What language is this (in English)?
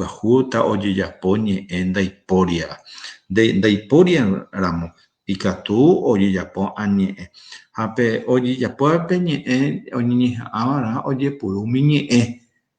Guarani